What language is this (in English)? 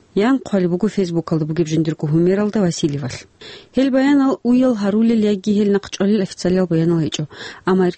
Avaric